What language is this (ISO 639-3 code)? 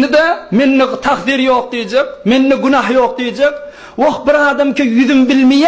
tuk